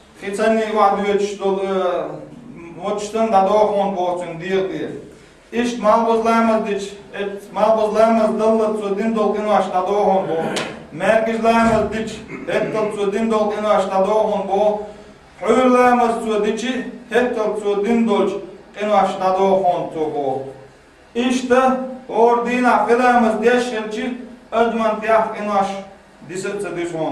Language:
Chechen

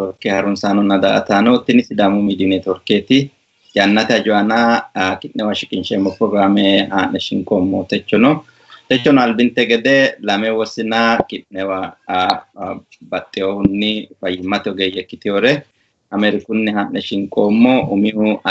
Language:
Sidamo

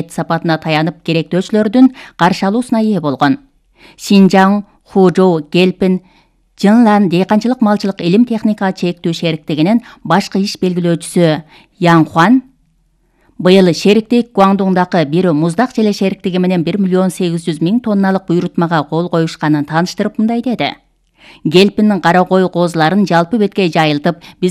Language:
Kyrgyz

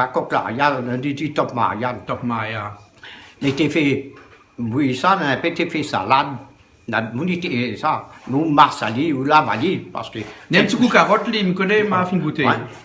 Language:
Réunion Creole French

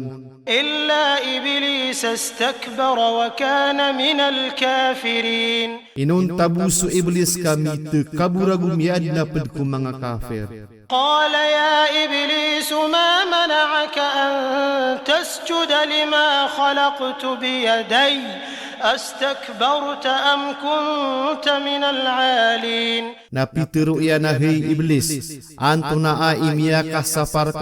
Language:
Maranao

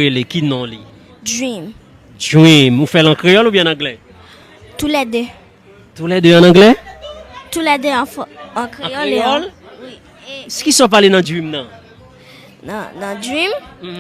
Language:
Haitian Creole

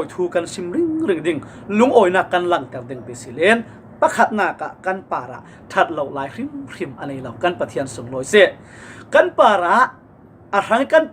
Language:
Falam Chin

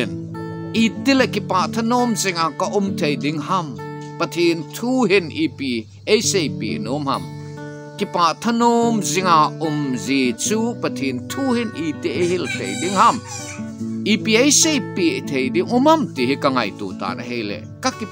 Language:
Thado Chin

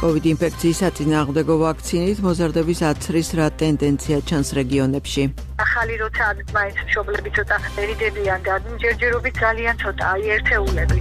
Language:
Georgian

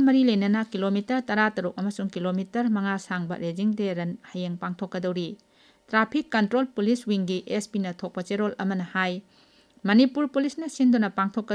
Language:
Manipuri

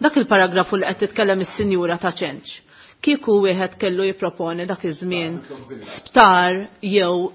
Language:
Maltese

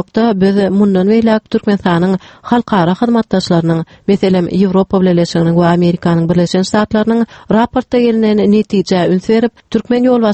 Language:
Turkmen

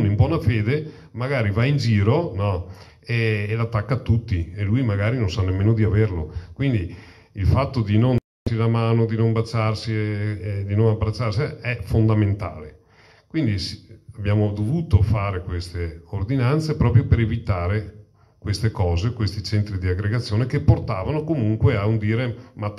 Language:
Italian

